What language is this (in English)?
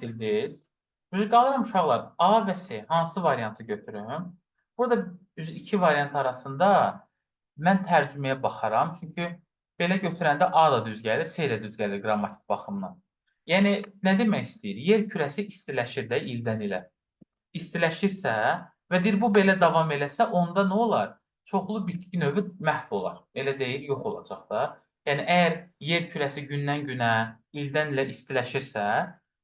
Azerbaijani